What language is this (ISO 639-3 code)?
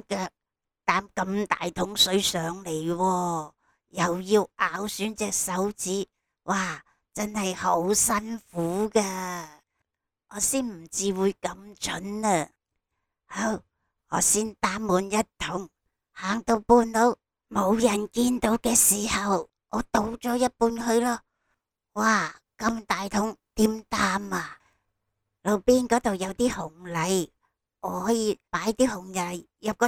yue